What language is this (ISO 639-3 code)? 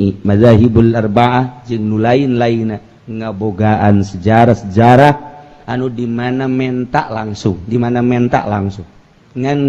sun